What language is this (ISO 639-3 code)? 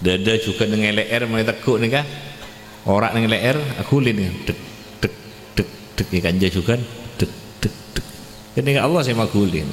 mad